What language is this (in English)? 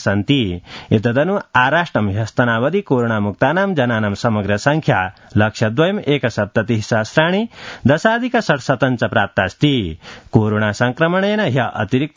Sanskrit